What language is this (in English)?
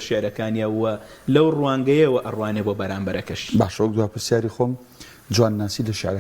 Central Kurdish